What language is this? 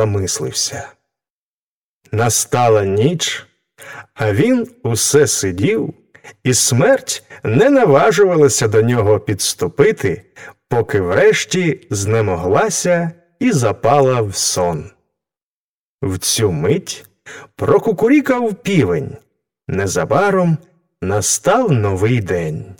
Ukrainian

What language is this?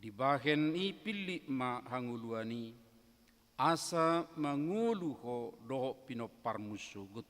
Batak Toba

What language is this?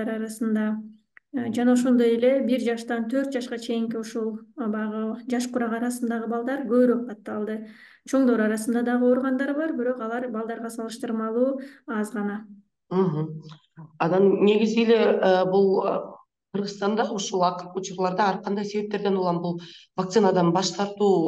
Kyrgyz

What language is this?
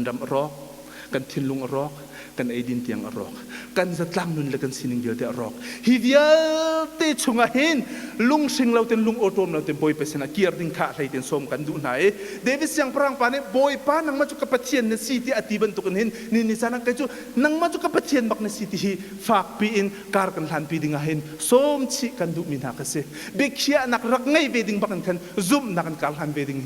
Hakha Chin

